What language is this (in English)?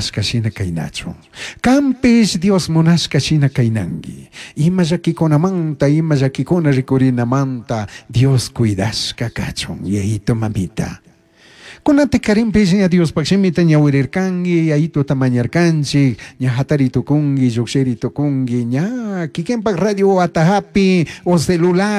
Chimborazo Highland Quichua